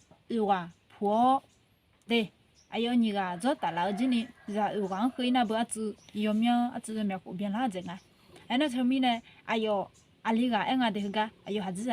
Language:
Akha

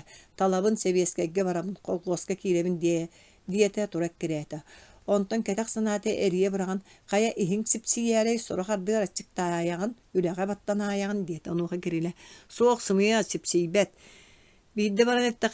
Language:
Yakut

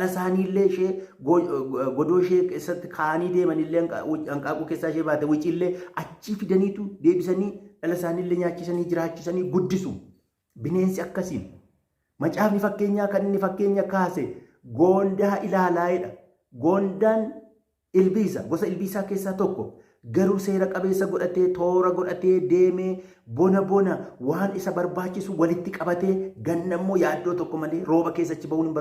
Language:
Oromo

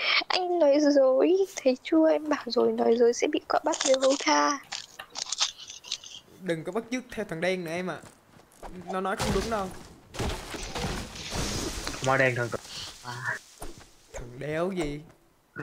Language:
Vietnamese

